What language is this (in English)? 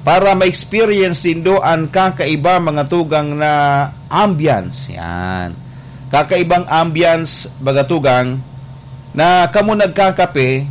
Bikol